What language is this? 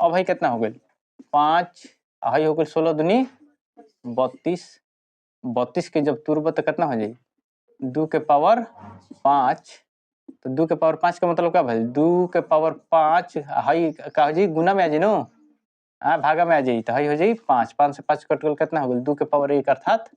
Bhojpuri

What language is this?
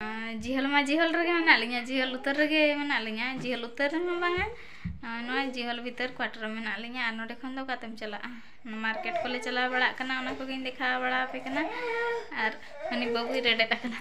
Santali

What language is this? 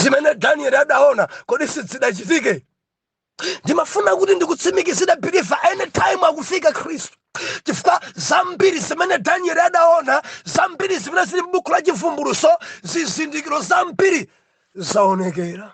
Nyanja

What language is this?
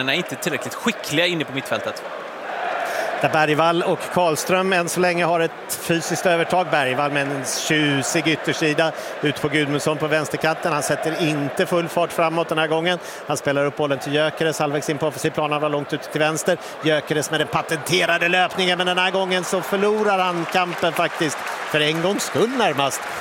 Swedish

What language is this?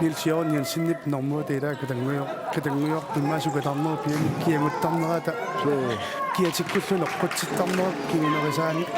Kalaallisut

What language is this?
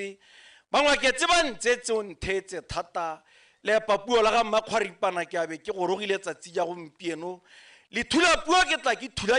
Tswana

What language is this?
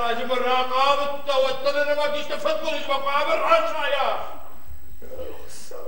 Ossetic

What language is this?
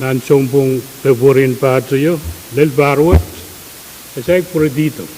Pohnpeian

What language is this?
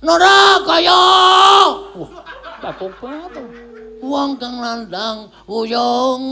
Javanese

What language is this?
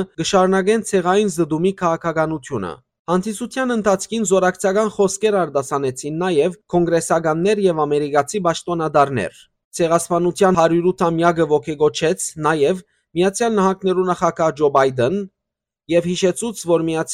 Western Armenian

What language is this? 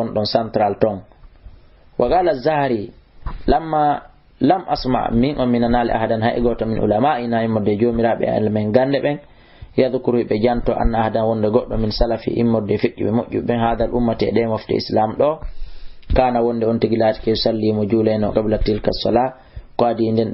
Fula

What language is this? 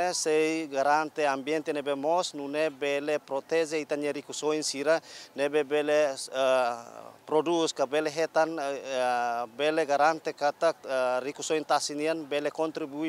Tetum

